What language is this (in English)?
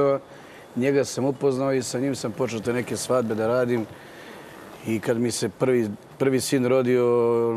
Serbian